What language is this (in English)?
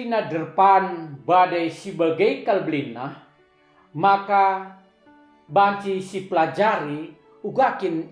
Batak Karo